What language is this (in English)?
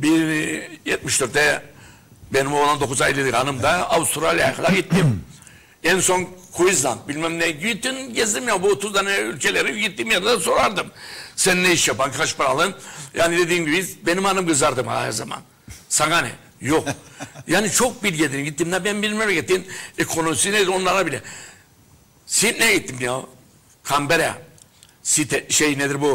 Turkish